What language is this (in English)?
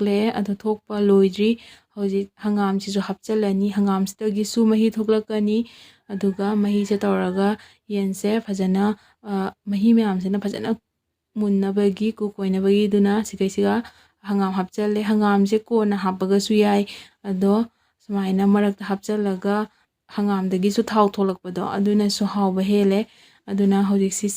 Manipuri